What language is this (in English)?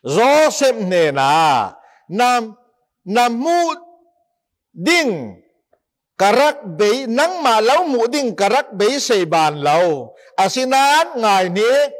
Falam Chin